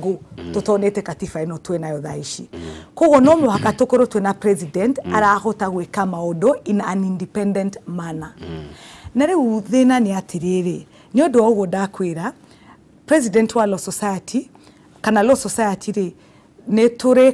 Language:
Kikuyu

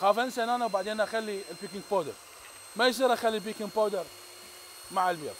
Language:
Mesopotamian Arabic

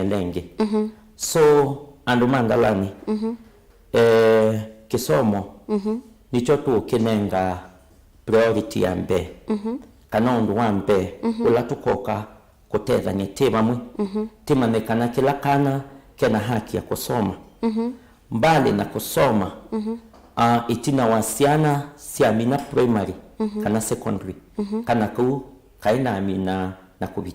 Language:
Kamba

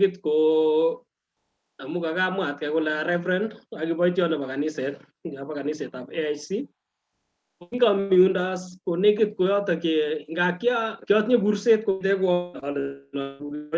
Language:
Kalenjin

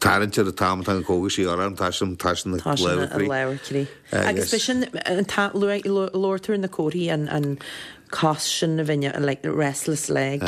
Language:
Irish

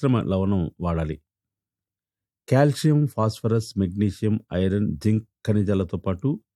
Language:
Telugu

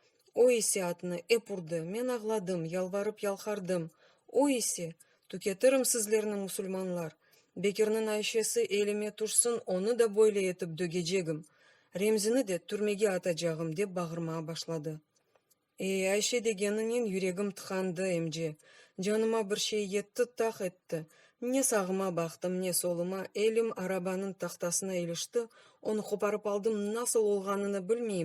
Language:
Crimean Tatar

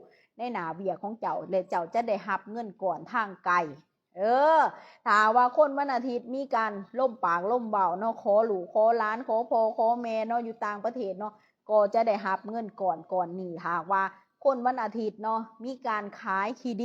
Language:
Lao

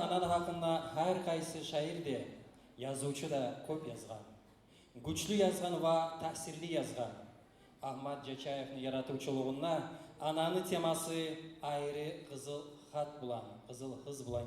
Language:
Kumyk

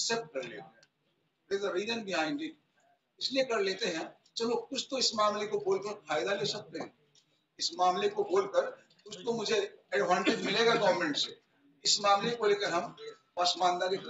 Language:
Urdu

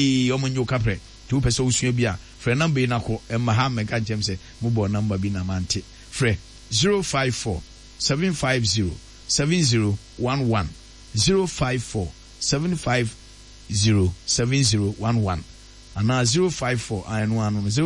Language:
Akan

